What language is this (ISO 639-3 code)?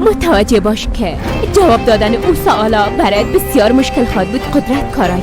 fas